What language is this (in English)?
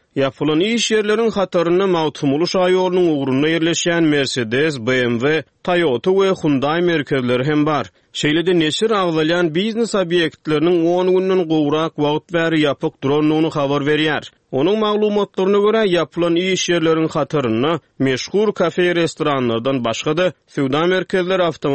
Turkmen